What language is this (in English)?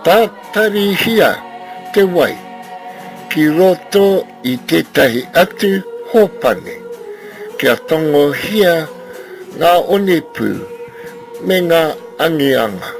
Māori